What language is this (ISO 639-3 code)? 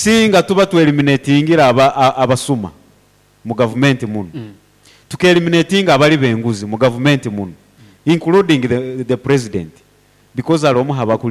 nyo